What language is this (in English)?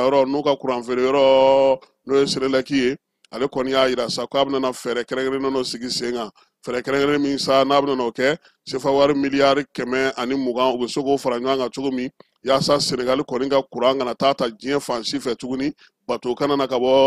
Bambara